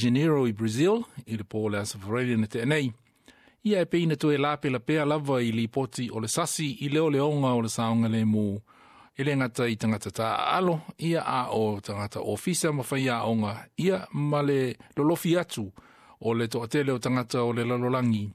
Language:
Samoan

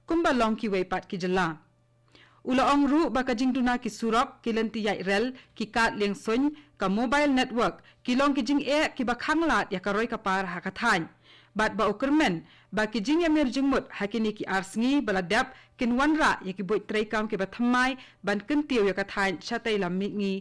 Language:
Khasi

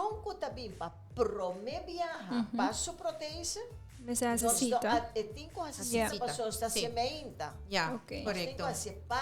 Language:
Papiamento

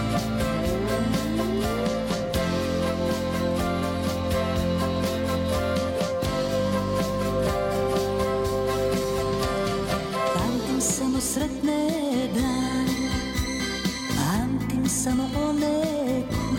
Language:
Croatian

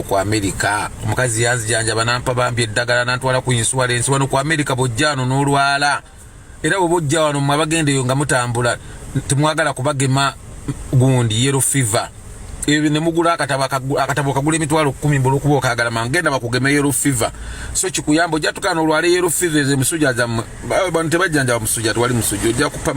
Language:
Ganda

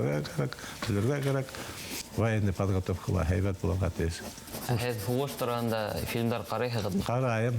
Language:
Bashkir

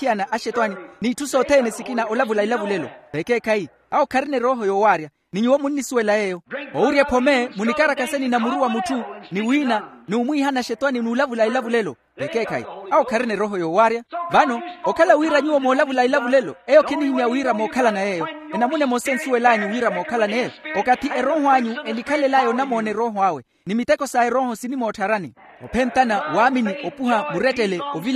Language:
Makhuwa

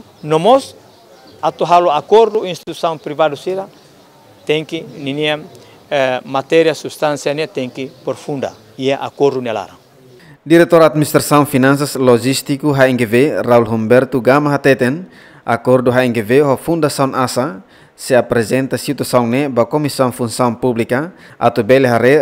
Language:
Tetum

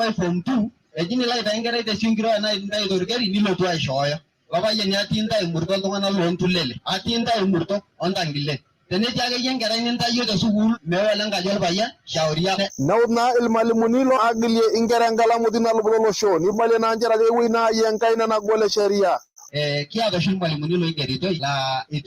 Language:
Masai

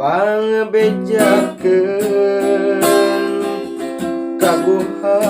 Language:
Sundanese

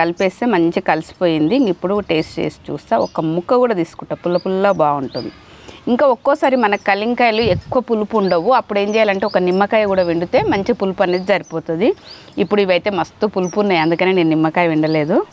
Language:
Telugu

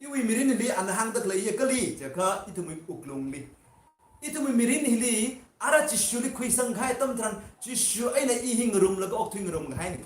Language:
Tangkhul Naga (India)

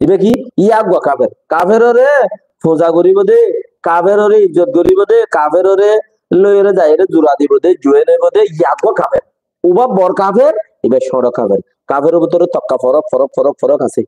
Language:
Rohingya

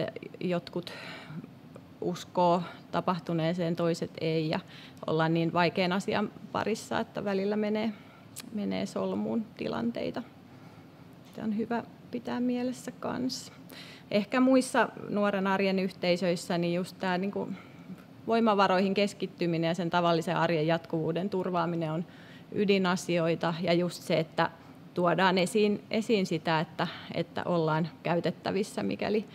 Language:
Finnish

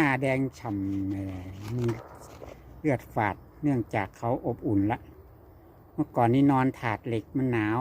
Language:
Lao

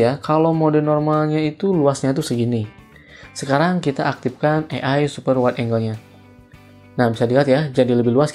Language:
Indonesian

